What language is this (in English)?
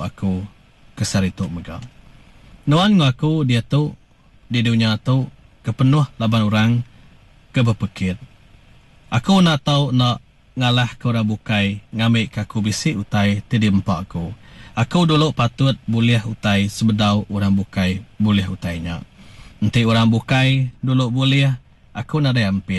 Iban